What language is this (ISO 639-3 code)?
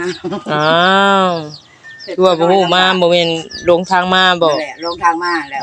tts